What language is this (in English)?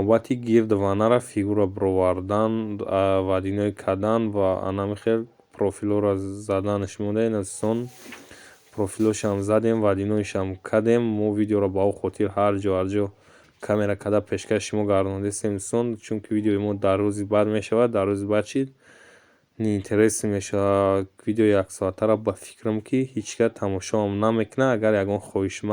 Tajik